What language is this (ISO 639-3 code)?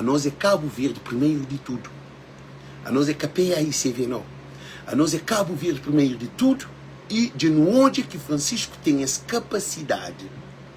kea